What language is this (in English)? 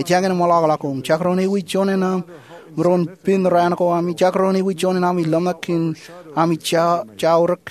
Marshallese